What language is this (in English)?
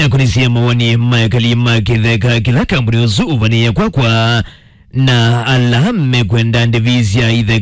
Kamba